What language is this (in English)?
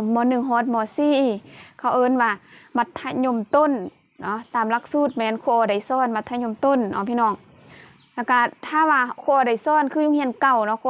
Lao